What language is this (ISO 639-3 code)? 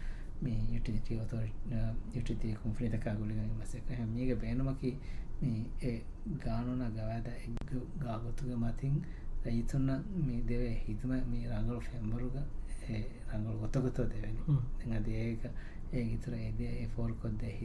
div